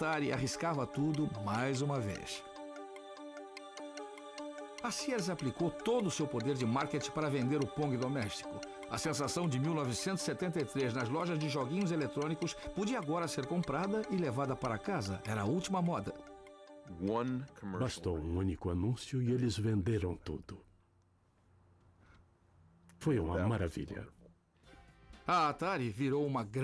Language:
Portuguese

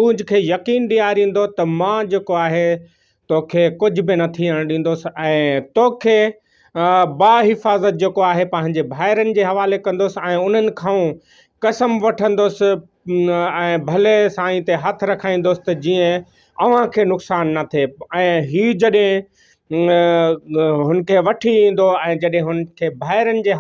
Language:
Sindhi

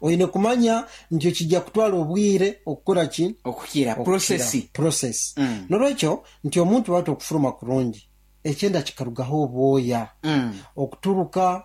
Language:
Nyankole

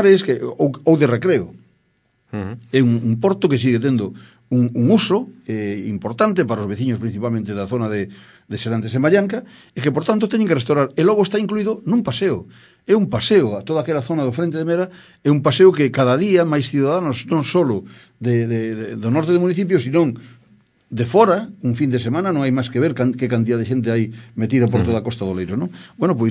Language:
Galician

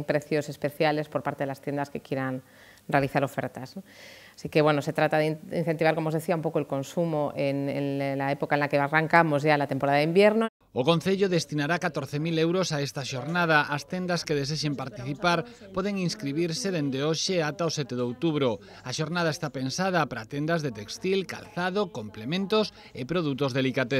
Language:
Galician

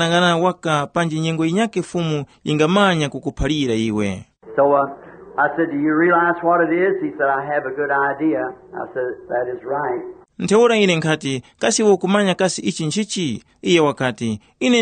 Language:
Tumbuka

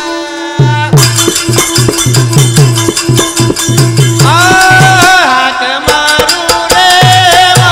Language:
Lambadi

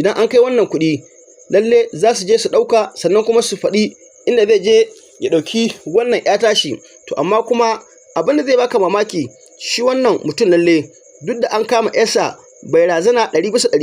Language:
Hausa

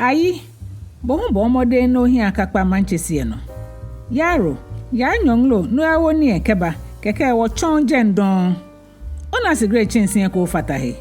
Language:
Ga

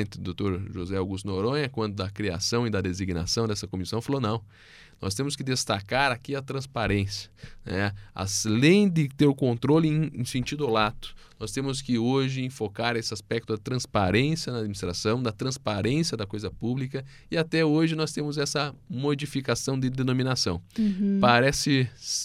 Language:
Portuguese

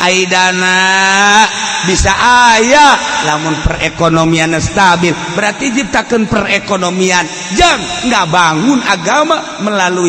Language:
Sundanese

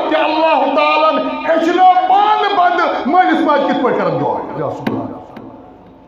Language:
Kashmiri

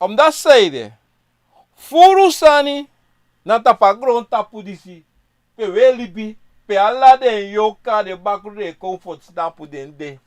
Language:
Sranan Tongo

